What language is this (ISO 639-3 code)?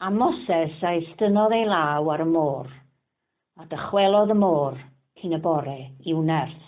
cym